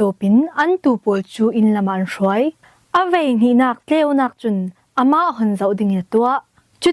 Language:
Falam Chin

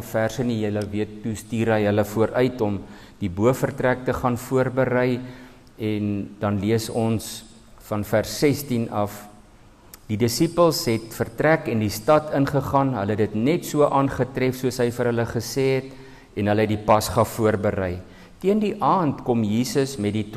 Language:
Afrikaans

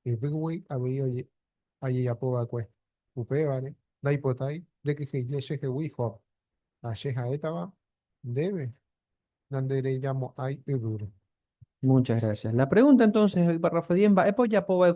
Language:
Guarani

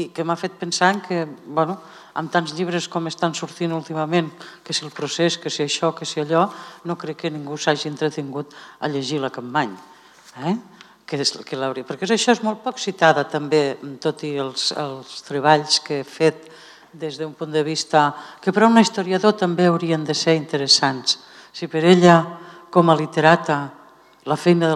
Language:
Catalan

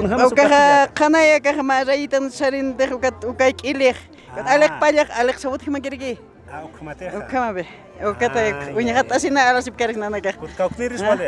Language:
Aymara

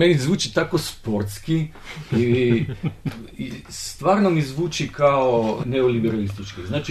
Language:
Bosnian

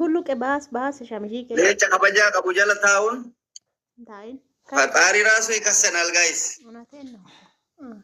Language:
Oromo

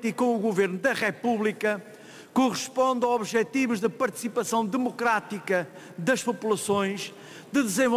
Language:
Portuguese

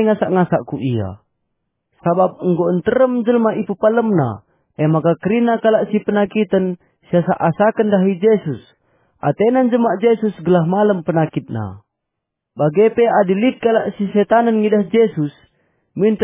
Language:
Batak Karo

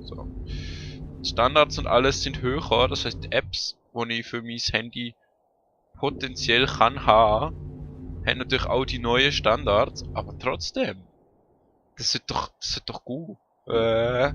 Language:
Swiss German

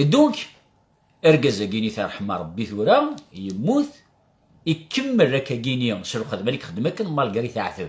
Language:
Kabyle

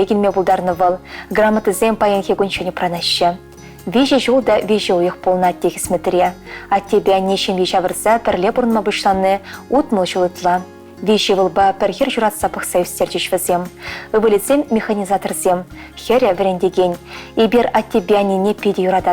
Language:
Chuvash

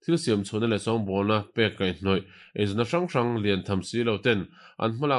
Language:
Mizo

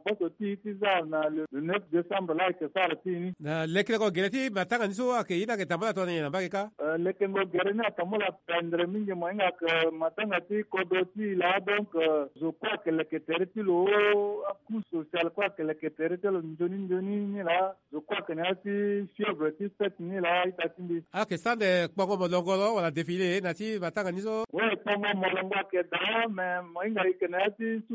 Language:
Sango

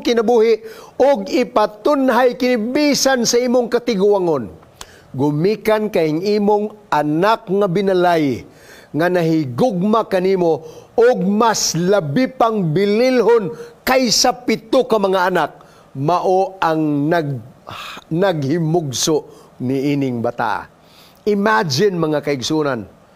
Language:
Cebuano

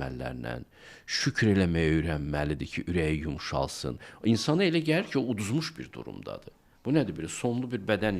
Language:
Azerbaijani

